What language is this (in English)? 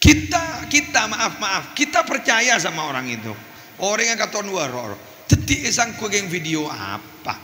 Madurese